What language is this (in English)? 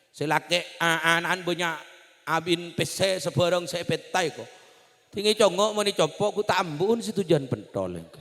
Madurese